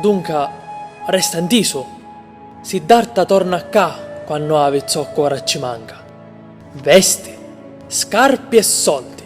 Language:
Sicilian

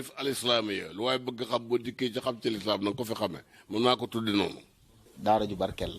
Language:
Wolof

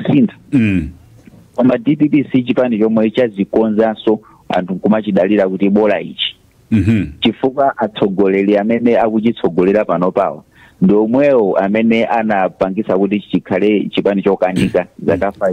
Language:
Nyanja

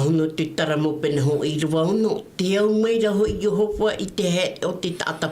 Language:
Tahitian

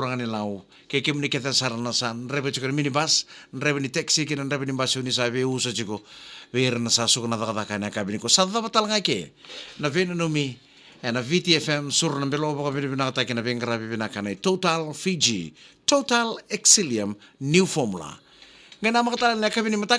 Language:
Fijian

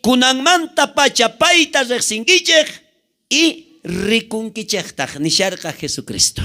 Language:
South Bolivian Quechua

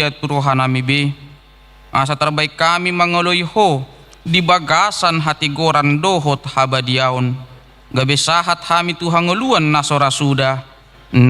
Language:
Batak Toba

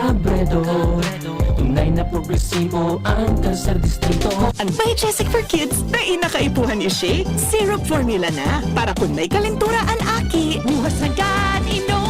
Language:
Bikol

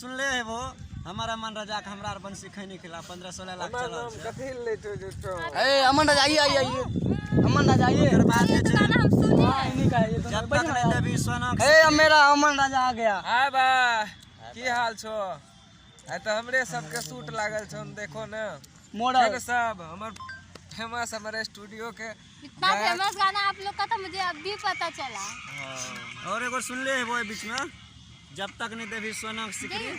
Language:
Maithili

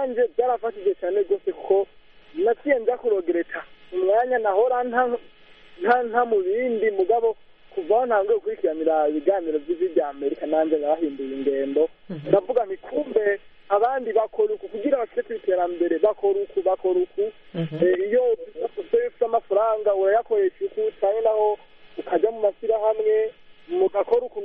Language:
Kinyarwanda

